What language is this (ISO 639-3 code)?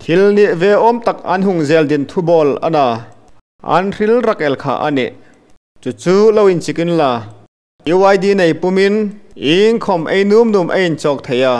hmr